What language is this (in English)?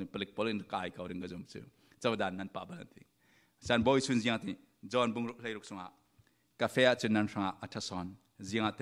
Falam Chin